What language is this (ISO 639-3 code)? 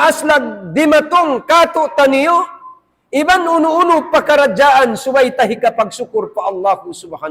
tsg